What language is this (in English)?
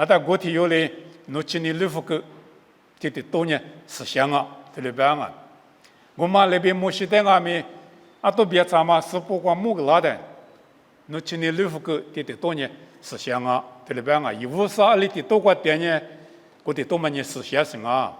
Lisu